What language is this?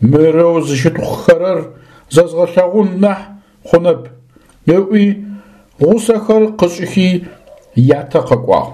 Adyghe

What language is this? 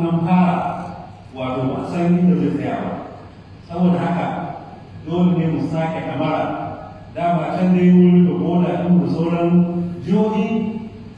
Hausa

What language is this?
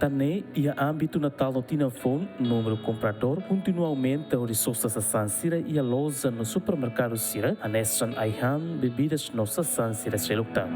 Tetum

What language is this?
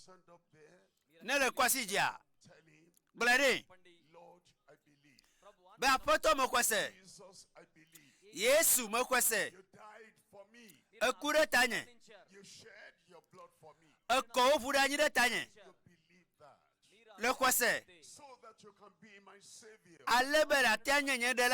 Ewe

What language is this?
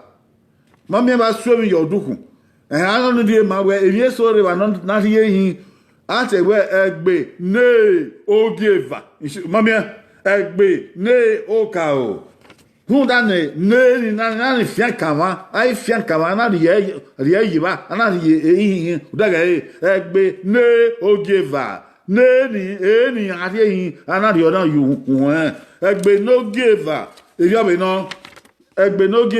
Bini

